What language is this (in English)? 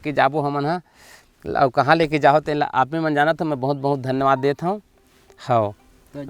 Chhattisgarhi